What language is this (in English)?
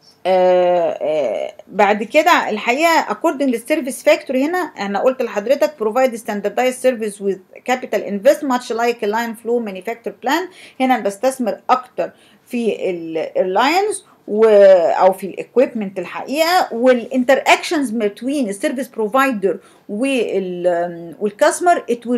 Egyptian Arabic